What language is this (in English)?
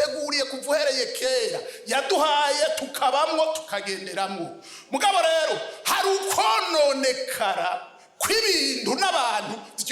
Rundi